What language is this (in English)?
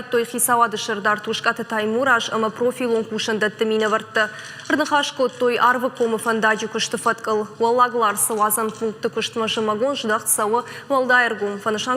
Ossetic